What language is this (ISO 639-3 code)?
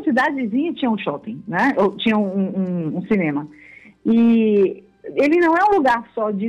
por